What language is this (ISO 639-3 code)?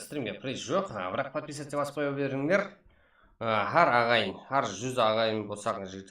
kaa